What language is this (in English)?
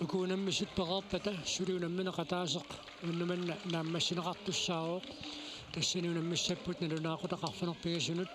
Kalaallisut